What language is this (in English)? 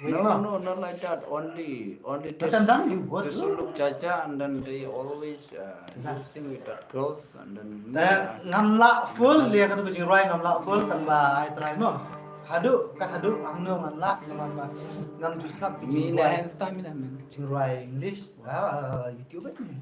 Khasi